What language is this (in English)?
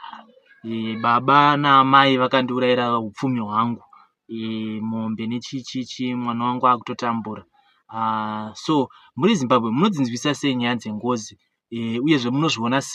Shona